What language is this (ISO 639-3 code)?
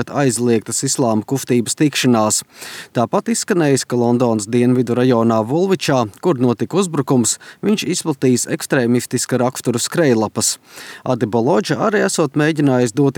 lav